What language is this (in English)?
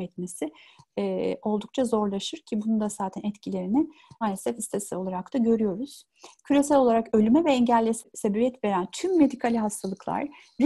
Turkish